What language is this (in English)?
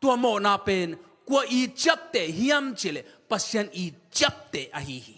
Tedim Chin